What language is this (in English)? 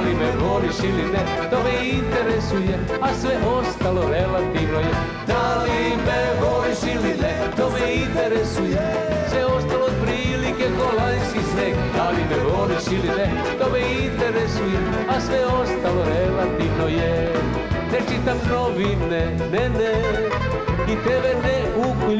Serbian